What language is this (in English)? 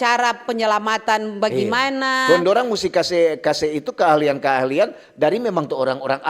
Manado Malay